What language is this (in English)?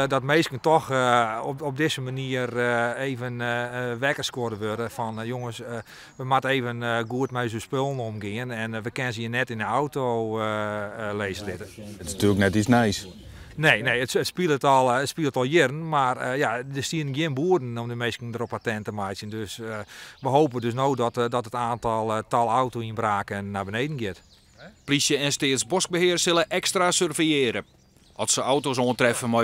Western Frisian